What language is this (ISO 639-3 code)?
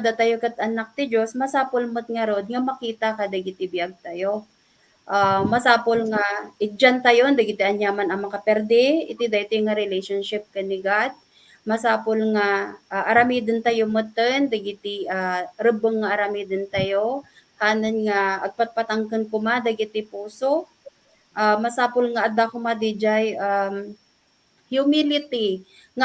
ilo